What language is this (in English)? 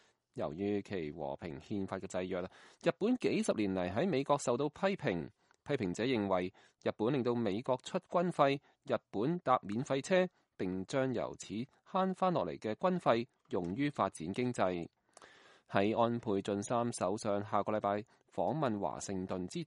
Cantonese